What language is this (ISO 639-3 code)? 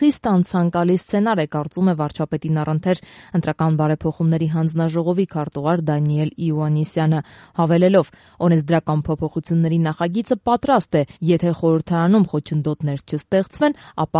hye